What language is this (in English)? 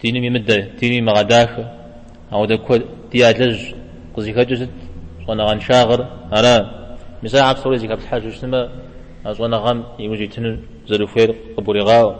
Kabardian